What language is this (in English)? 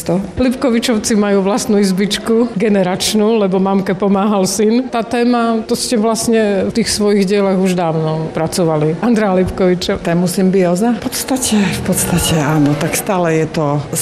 Slovak